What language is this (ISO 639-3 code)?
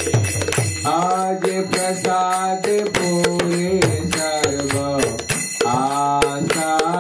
hin